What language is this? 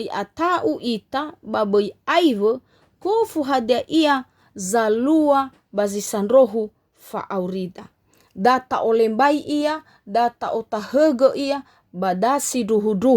Nias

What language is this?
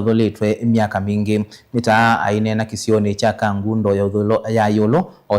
Kamba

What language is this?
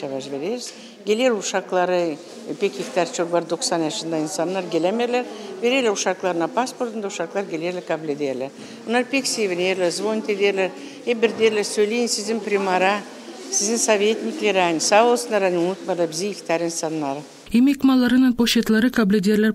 Gagauz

